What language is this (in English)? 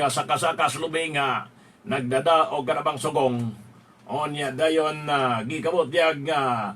Cebuano